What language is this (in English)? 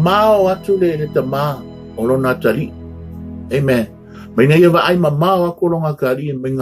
Samoan